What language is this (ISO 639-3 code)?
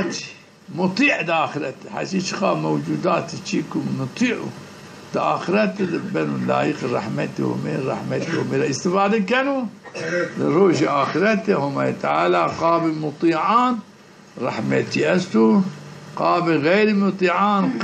zza